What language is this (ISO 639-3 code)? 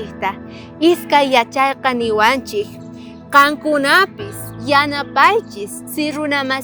quh